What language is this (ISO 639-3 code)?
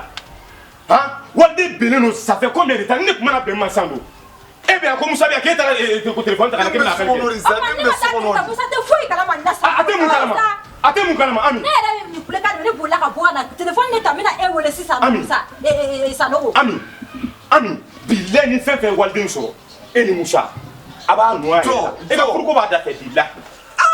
bam